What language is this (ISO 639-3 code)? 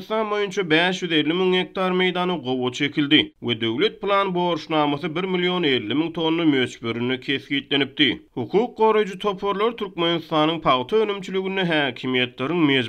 tuk